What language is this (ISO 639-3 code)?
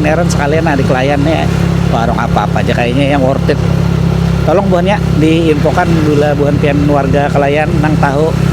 bjn